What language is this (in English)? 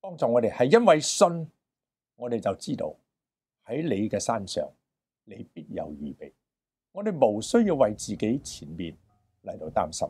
Cantonese